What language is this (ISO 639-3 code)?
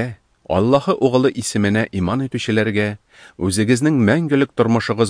tat